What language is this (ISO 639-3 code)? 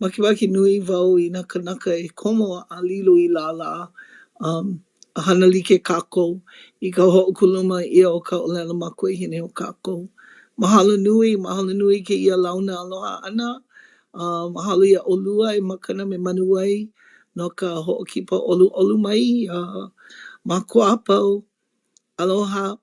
haw